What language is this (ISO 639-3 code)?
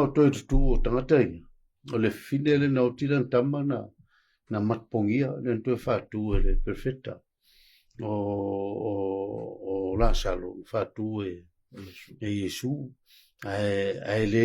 smo